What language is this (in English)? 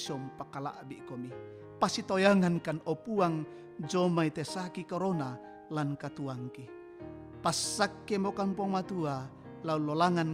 Toraja-Sa'dan